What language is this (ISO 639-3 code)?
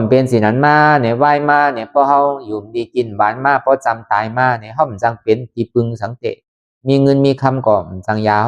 khb